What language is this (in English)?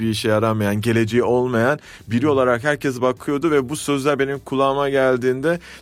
Turkish